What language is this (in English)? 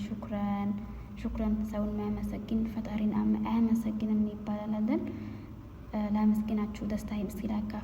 Amharic